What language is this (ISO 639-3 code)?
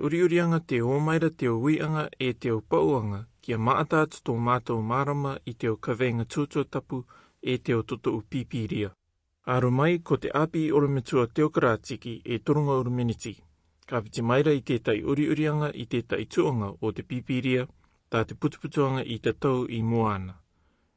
rar